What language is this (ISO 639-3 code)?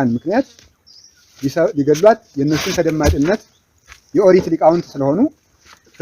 amh